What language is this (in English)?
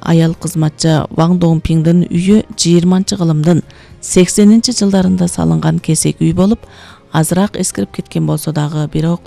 Kyrgyz